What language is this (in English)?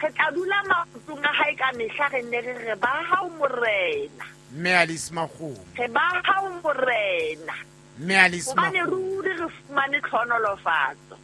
Southern Sotho